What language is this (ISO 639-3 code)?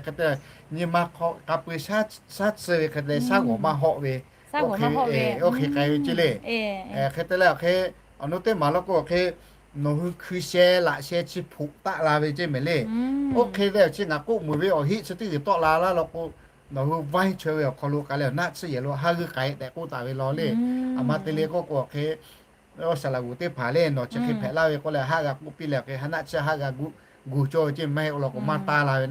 lhu